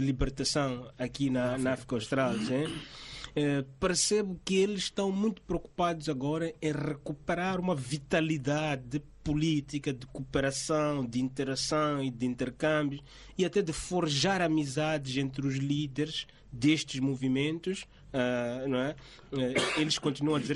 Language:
Portuguese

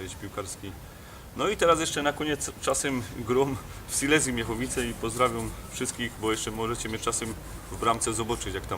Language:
Silesian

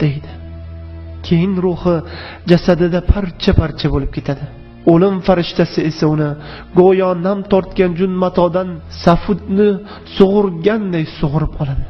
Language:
Uyghur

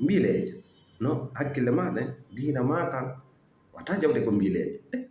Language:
Fula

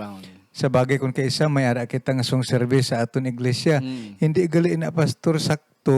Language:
Hiligaynon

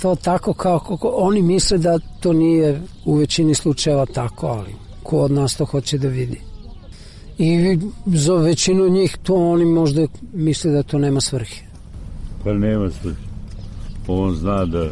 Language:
Serbian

